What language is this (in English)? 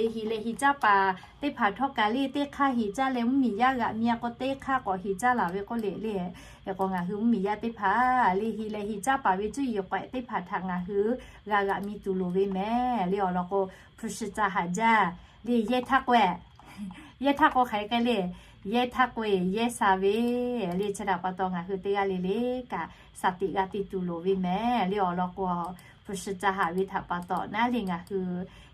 Lahu